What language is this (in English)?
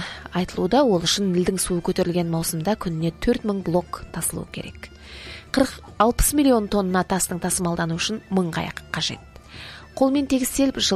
Kazakh